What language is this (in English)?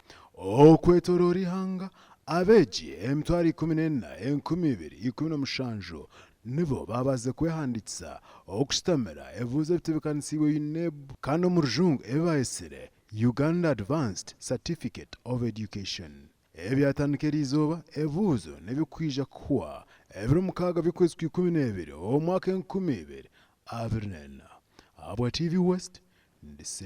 Nyankole